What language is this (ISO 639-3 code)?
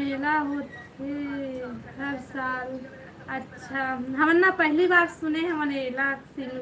hne